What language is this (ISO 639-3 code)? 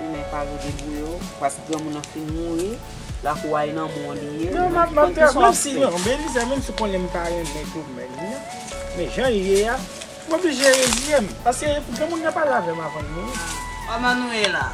hat